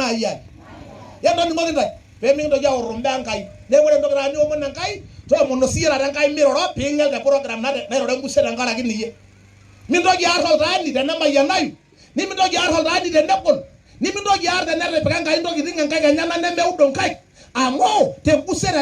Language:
Masai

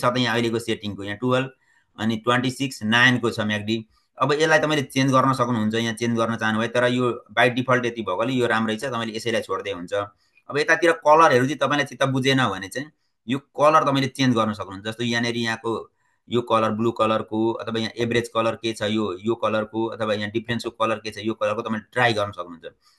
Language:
Nepali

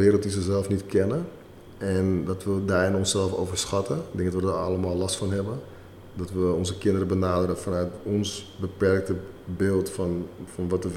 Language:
Dutch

